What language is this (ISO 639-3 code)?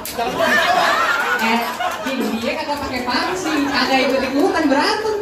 bew